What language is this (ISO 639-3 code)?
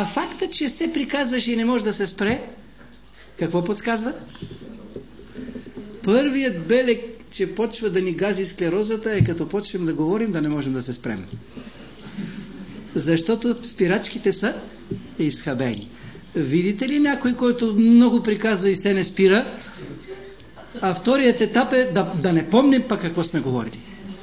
bul